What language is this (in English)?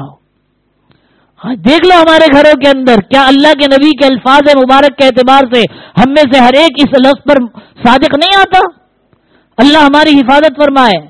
Urdu